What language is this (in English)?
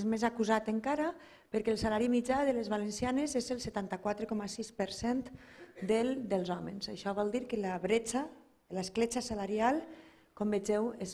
Catalan